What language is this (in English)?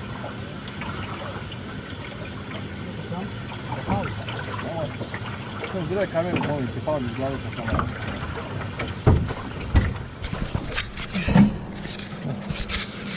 Croatian